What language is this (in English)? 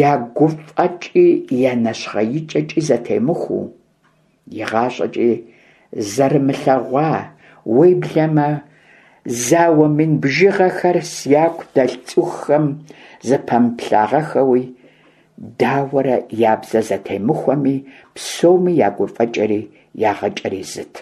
Kabardian